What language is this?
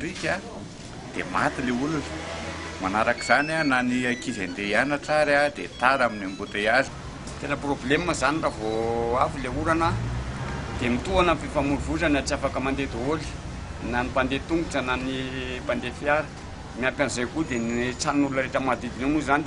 Malagasy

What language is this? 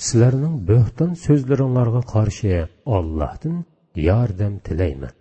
Uyghur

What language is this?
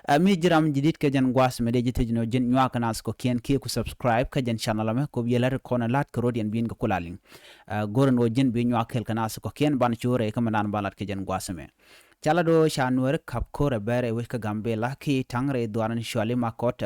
Nuer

